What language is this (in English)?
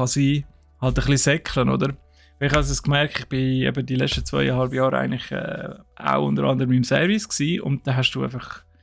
Swiss German